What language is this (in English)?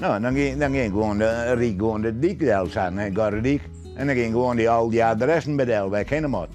Western Frisian